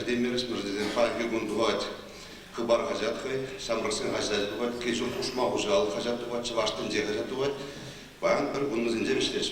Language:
Chuvash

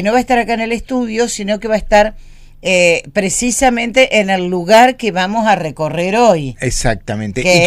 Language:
Spanish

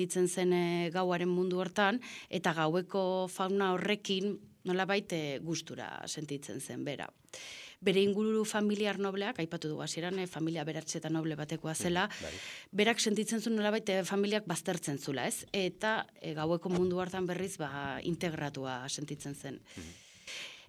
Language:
Basque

